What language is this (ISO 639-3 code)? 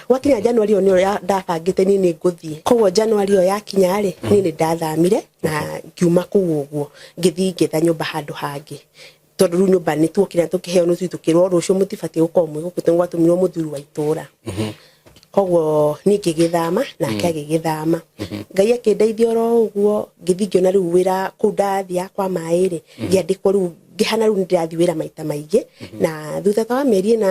kik